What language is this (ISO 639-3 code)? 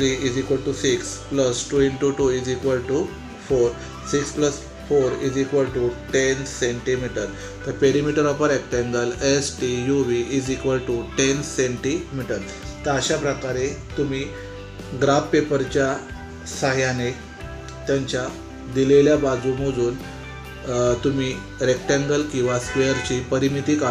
mar